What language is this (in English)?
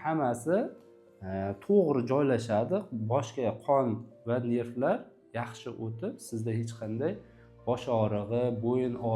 Uzbek